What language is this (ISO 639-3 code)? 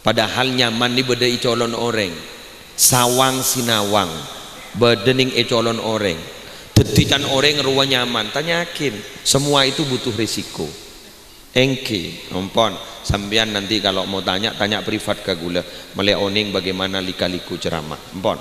mad